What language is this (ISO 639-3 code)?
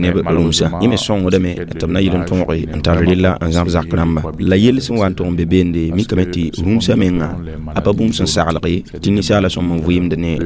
mos